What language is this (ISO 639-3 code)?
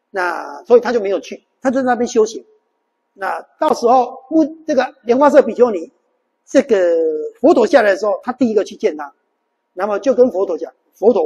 zho